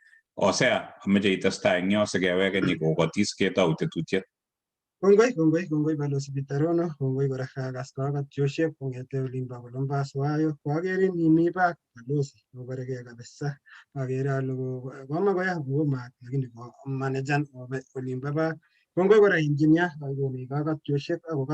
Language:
Kalenjin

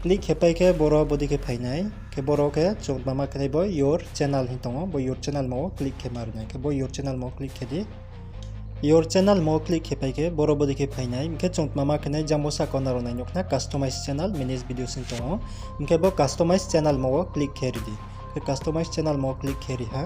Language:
Riang (India)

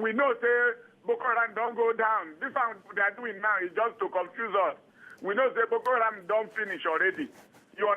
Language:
Nigerian Pidgin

